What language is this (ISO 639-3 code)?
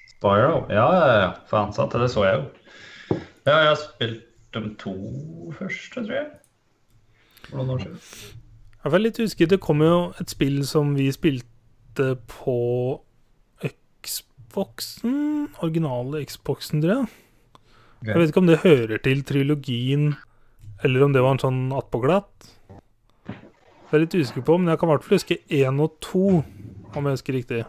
nor